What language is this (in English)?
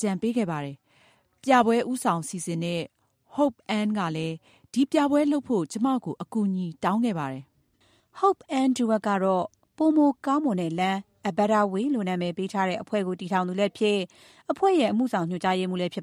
Burmese